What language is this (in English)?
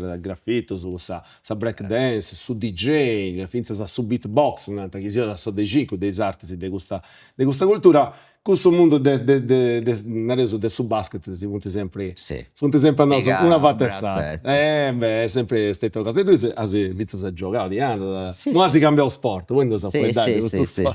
Sardinian